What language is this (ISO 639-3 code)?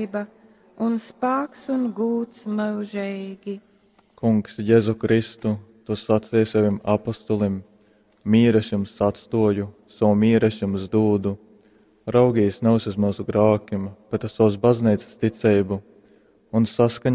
ltg